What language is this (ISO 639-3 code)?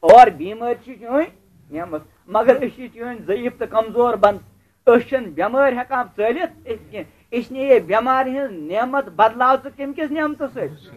kas